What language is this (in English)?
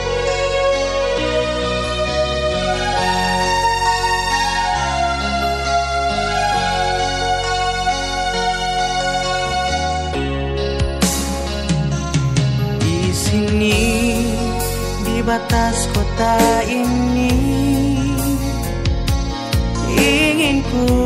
Indonesian